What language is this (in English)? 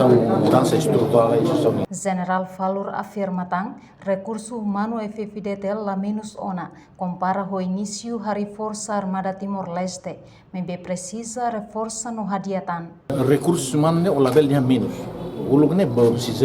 Tetum